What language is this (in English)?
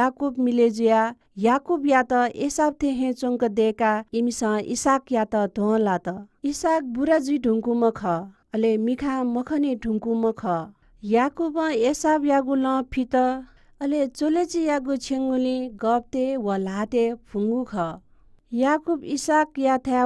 Newari